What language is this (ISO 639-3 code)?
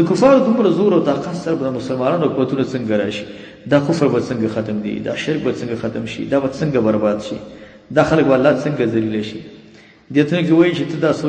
pus